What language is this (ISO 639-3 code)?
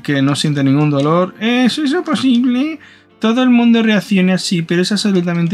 spa